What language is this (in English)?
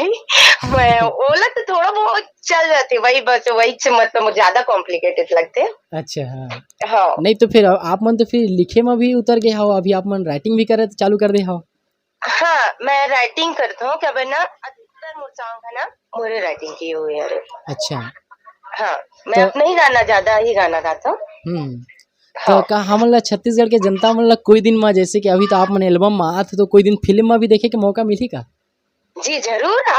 Chhattisgarhi